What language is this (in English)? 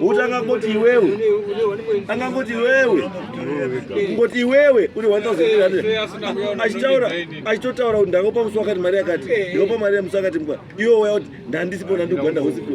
Shona